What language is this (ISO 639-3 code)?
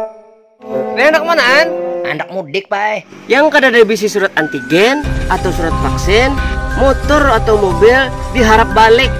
bjn